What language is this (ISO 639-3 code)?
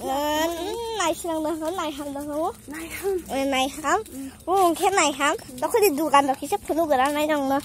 trp